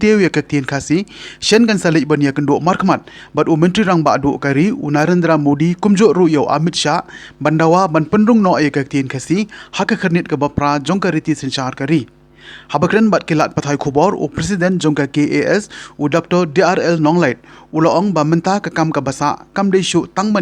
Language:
Khasi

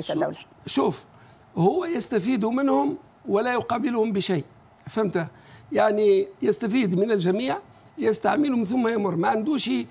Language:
Tunisian Arabic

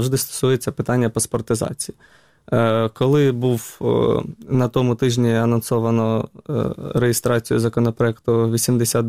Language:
Ukrainian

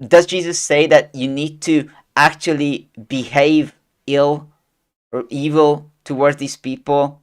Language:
English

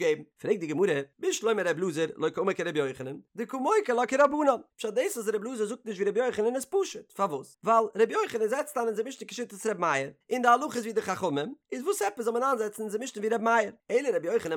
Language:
Yiddish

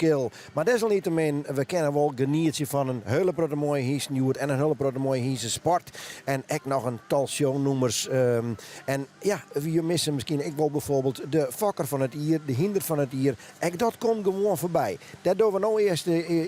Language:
Western Frisian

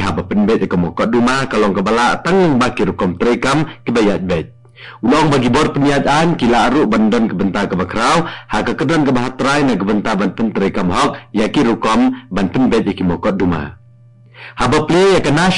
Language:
Khasi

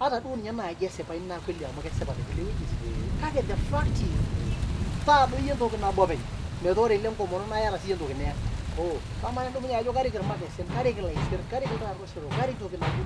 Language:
Masai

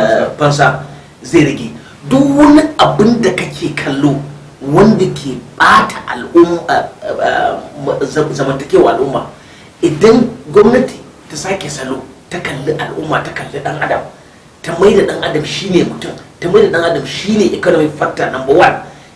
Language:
Hausa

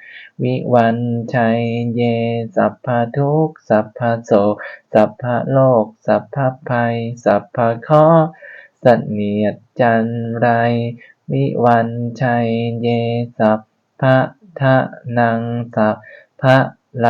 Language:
Pali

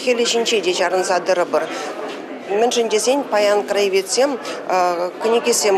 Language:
Chuvash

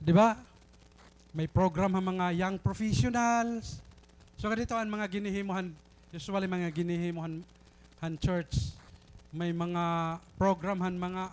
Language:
Waray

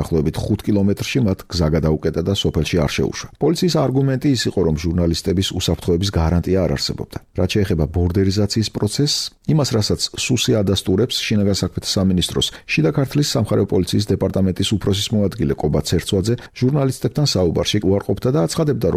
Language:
Georgian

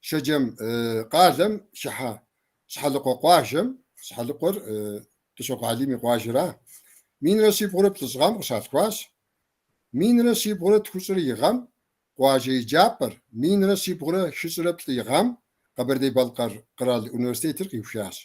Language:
Kabardian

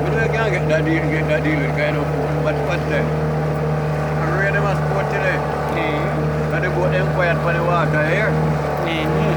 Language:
Jamaican Creole English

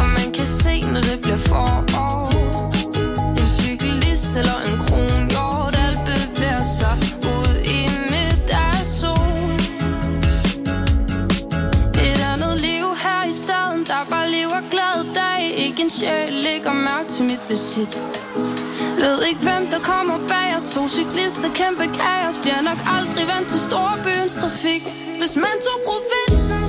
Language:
Danish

